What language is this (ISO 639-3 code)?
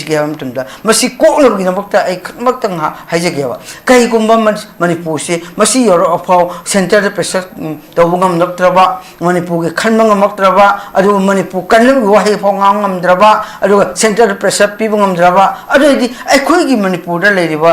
mni